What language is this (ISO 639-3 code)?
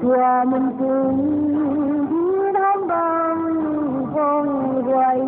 pck